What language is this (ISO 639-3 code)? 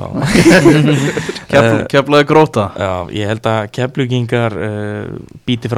isl